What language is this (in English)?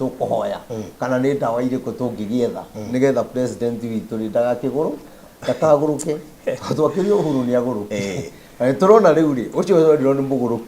Kikuyu